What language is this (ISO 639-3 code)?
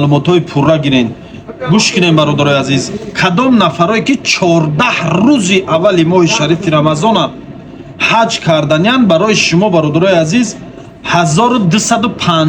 tgk